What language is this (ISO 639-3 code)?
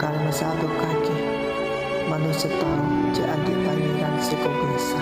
mad